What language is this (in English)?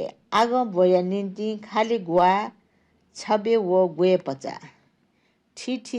Newari